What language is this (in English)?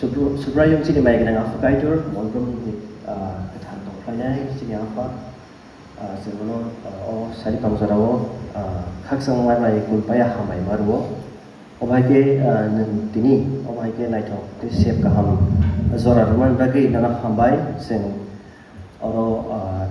Kok Borok